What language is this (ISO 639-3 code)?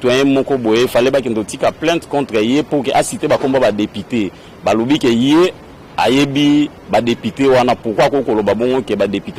lin